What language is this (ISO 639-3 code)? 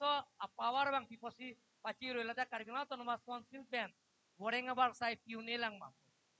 mjw